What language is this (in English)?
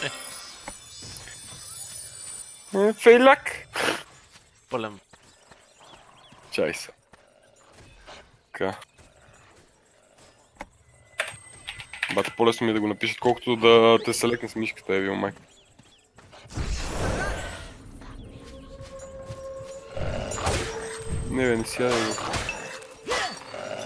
Bulgarian